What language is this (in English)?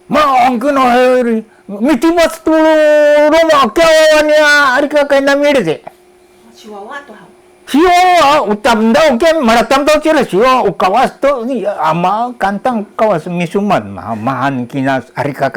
Sakizaya